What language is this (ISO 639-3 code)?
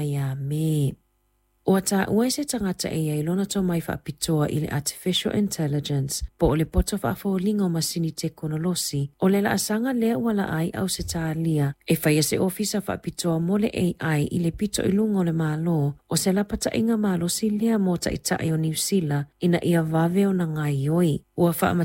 smo